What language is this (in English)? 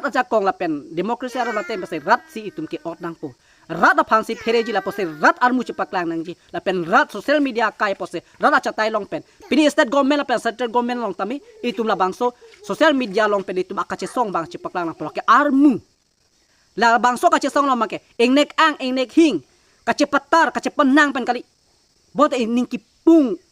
Karbi